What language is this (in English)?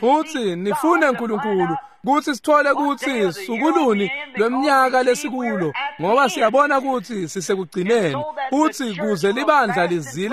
Swati